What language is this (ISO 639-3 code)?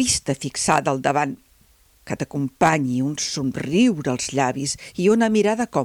cat